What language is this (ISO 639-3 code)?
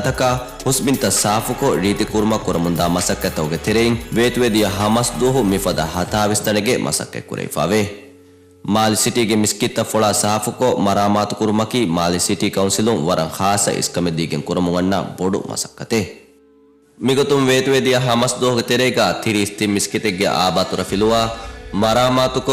div